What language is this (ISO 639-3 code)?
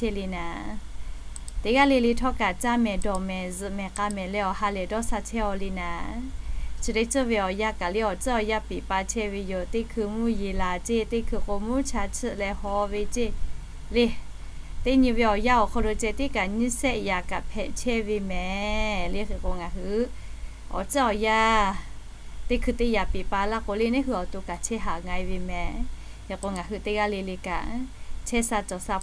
lhu